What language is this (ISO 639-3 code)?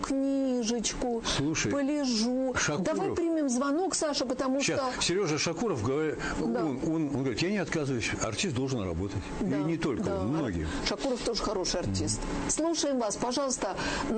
rus